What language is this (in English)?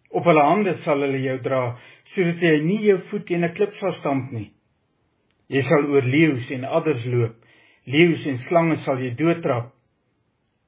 Afrikaans